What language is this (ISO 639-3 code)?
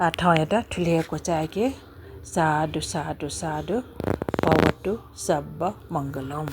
new